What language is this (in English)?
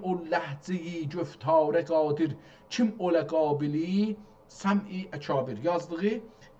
South Azerbaijani